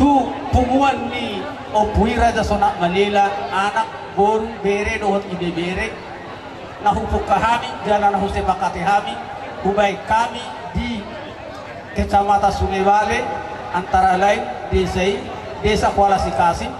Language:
Batak Toba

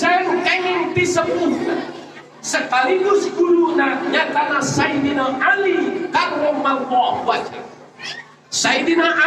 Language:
Sundanese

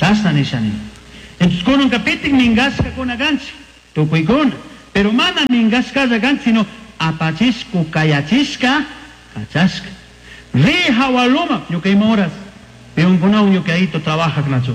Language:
Chimborazo Highland Quichua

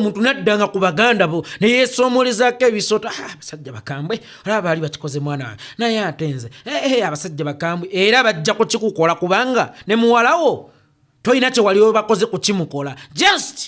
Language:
Ganda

